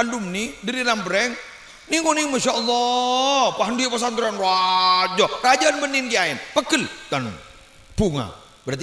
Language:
Madurese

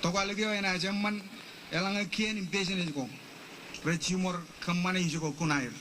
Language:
Marshallese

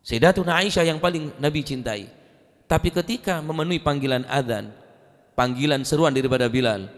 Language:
Madurese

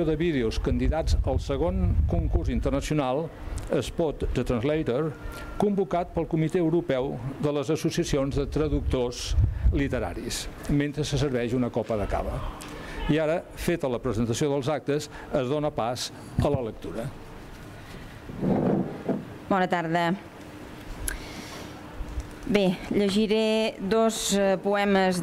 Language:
Catalan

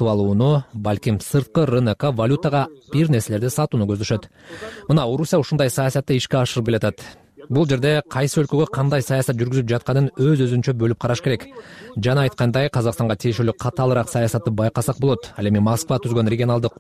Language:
Kyrgyz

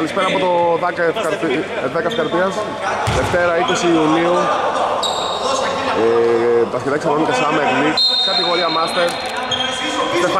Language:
Greek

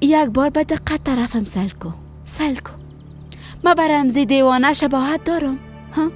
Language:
Persian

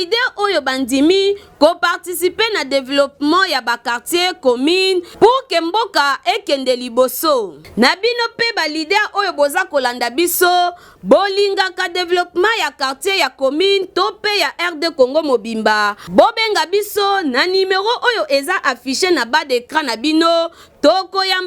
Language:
Lingala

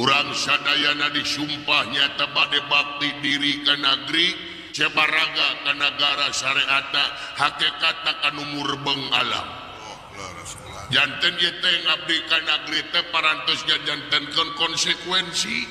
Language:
Sundanese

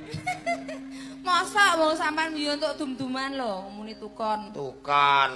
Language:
Javanese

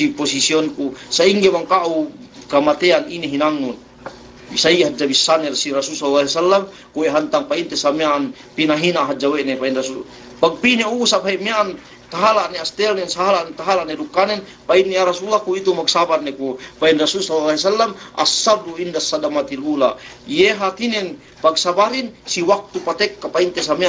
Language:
Yakan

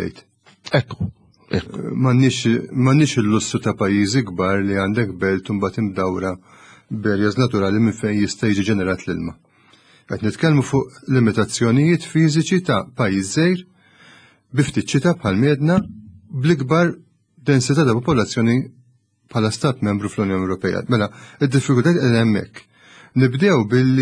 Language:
Maltese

